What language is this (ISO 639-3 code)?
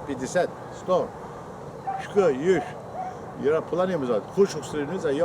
abk